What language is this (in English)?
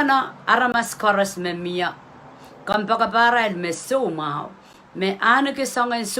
Pohnpeian